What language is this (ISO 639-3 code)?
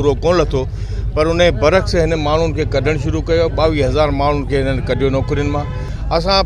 snd